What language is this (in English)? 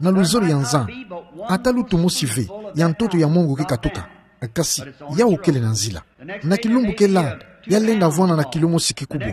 Kituba (Democratic Republic of Congo)